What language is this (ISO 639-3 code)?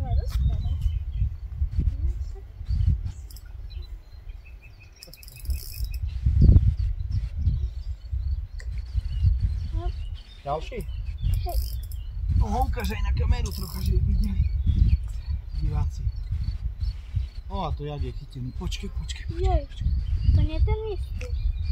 slk